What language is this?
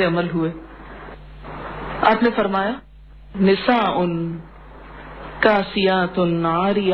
Urdu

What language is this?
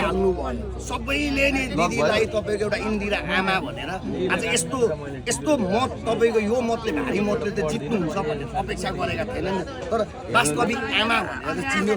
Nepali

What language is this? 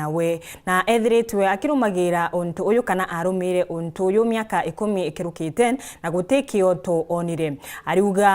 Meru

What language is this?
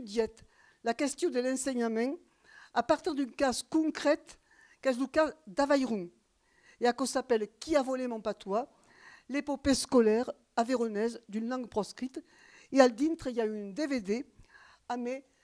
Occitan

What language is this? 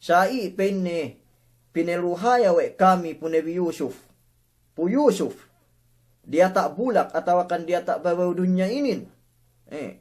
Yakan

